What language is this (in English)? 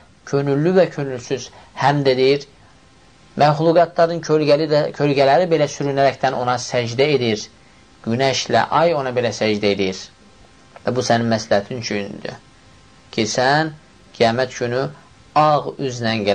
Azerbaijani